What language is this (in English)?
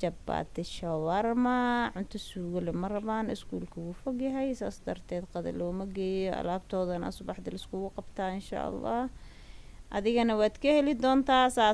Somali